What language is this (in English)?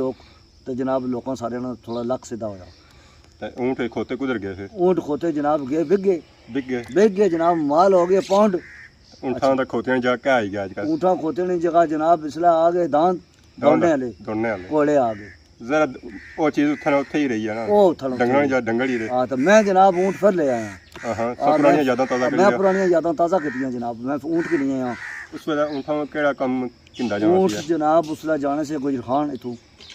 Pahari-Potwari